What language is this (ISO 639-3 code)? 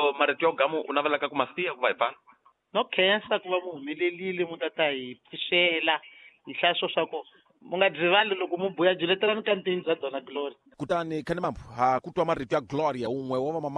tso